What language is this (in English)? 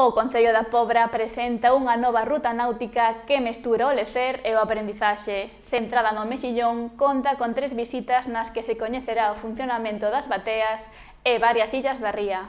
Galician